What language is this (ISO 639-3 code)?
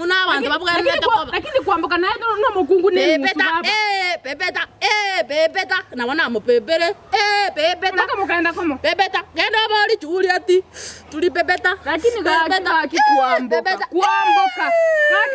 guz